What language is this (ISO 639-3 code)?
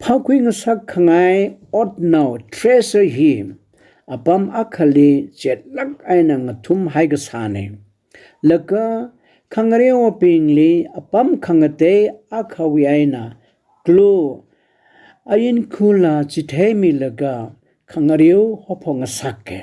nmf